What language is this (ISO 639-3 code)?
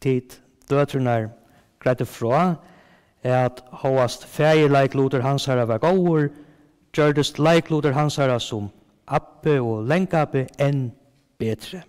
fao